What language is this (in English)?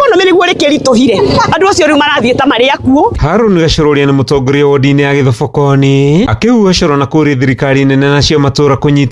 Kikuyu